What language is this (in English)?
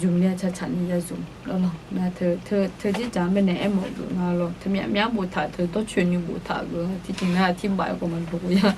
Akha